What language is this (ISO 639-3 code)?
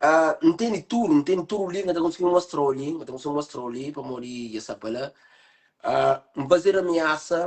kea